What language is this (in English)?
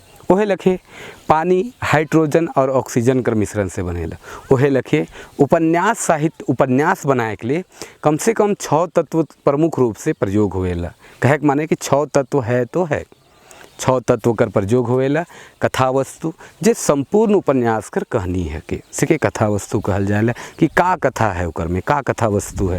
Sadri